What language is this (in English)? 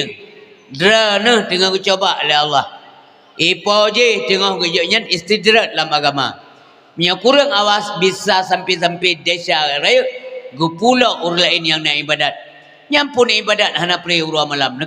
Achinese